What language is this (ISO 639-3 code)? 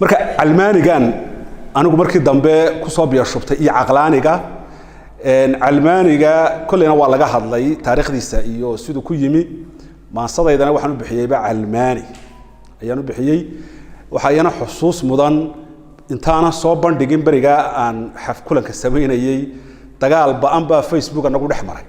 som